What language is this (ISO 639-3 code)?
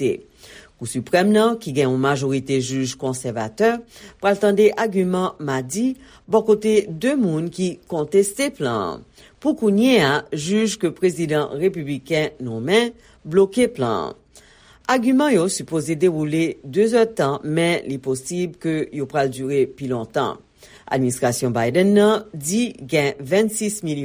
hat